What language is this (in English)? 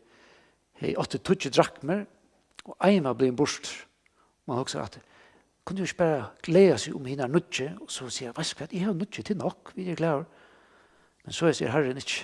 Faroese